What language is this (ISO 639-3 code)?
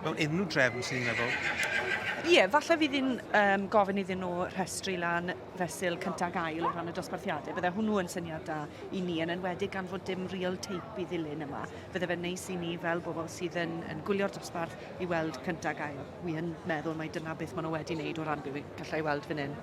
cym